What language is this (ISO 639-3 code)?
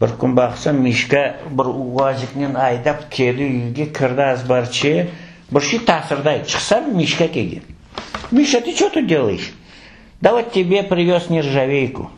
crh